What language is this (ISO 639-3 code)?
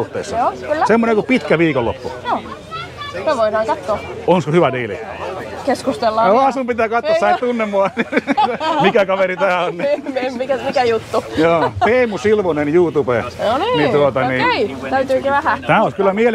fin